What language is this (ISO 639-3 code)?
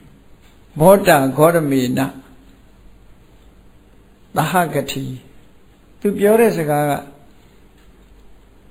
mya